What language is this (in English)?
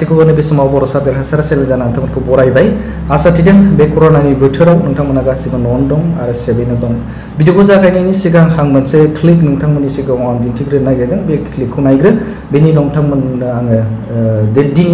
Bodo